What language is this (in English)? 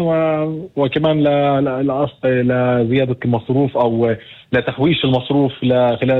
North Levantine Arabic